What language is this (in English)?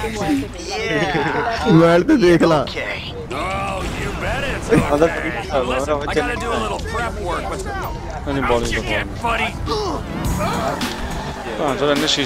Punjabi